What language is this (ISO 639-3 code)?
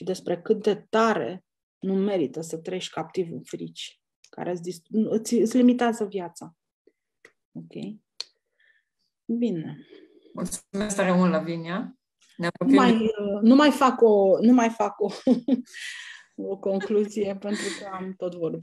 ron